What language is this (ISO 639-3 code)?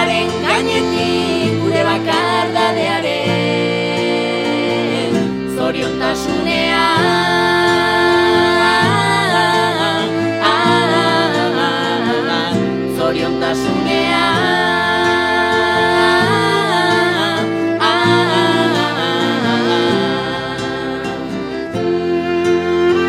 eus